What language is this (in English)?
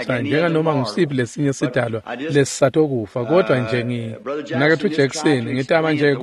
Swati